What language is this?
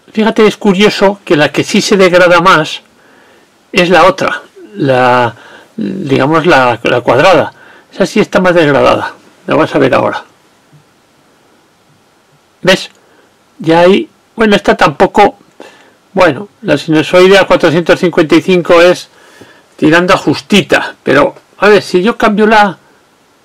Spanish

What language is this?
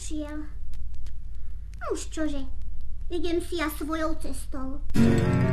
Slovak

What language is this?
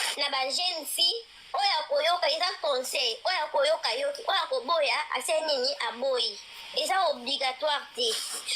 Lingala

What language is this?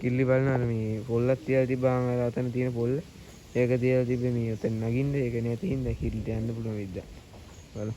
Sinhala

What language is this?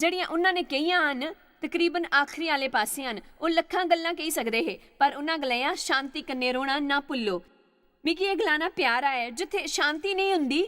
Dogri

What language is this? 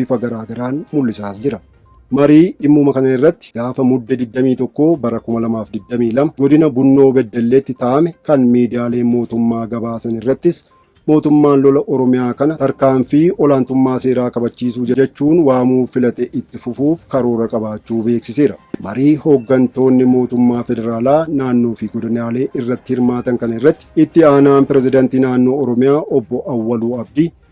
Oromo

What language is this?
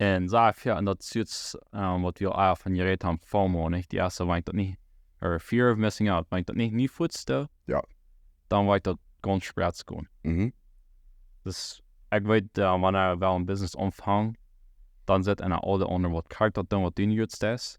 Plautdietsch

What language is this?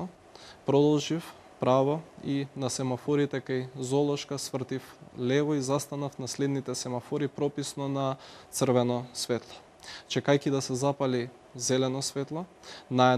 Macedonian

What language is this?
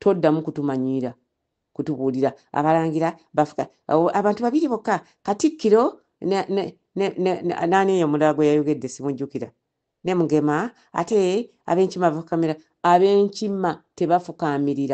Ganda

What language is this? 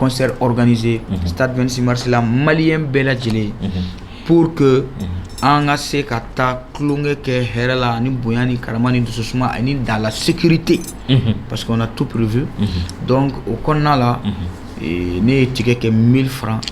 Bambara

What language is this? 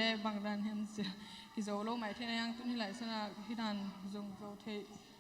Tedim Chin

